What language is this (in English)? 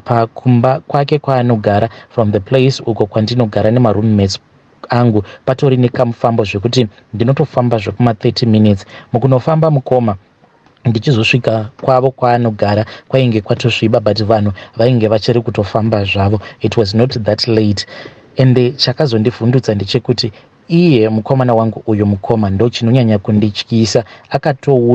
Shona